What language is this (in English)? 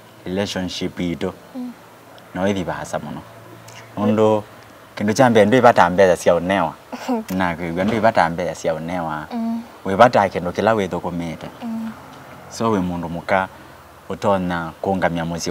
Kamba